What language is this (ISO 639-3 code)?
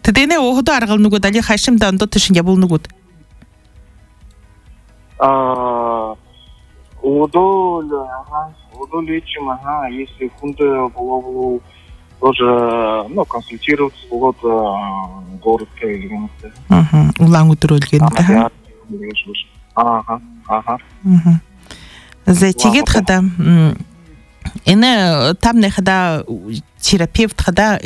bua